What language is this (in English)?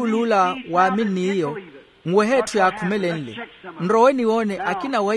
Makhuwa